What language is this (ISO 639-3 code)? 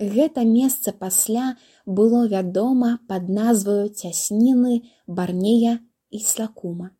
bel